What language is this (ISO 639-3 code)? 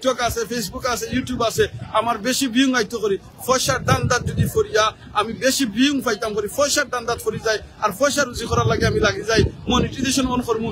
syl